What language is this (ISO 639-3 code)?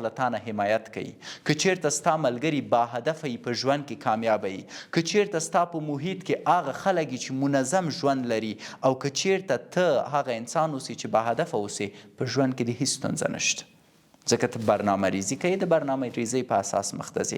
pus